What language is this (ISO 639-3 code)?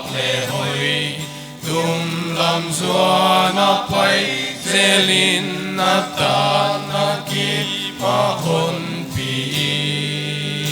pck